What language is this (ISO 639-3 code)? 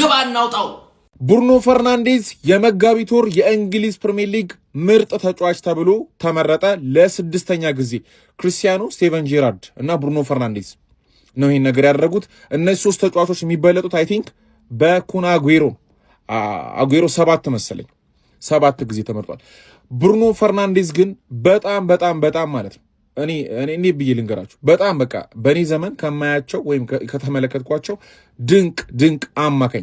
amh